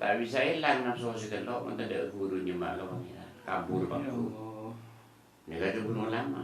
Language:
Madurese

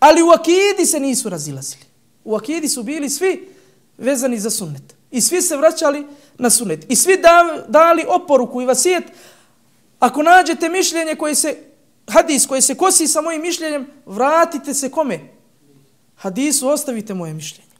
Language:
Bosnian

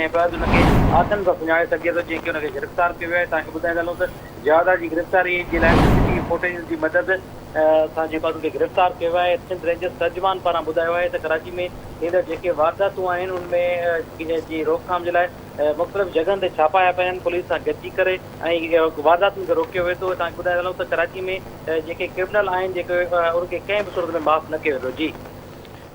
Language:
Sindhi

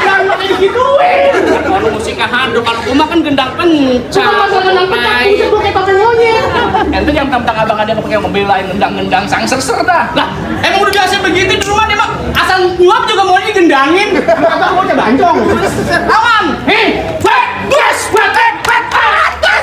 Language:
Betawi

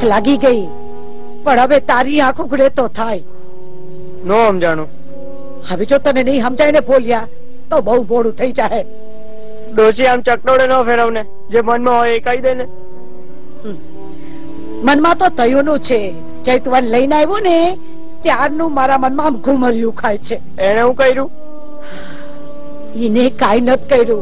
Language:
Gujarati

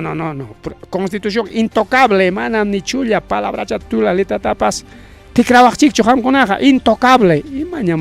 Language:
Ayacucho Quechua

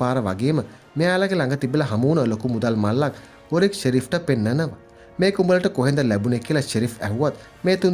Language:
Sinhala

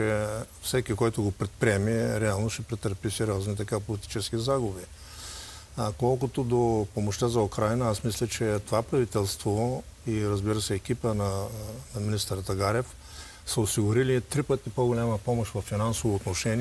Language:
Bulgarian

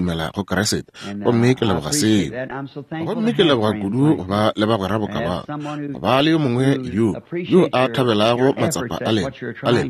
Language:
Northern Sotho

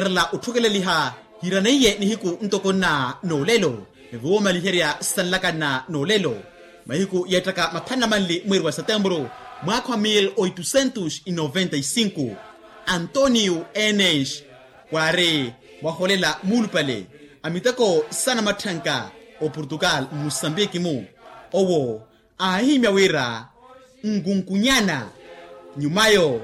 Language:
Makhuwa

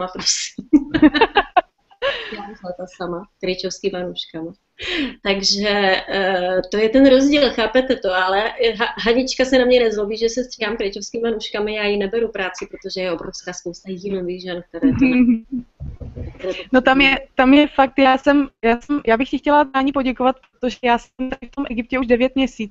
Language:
Czech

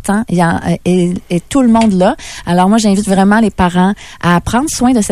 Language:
French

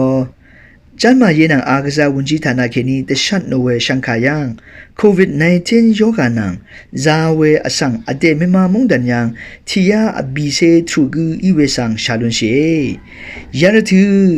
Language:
Rawang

